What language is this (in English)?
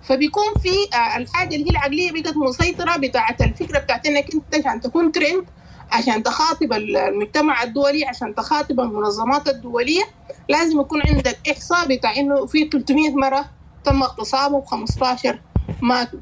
Sudanese Arabic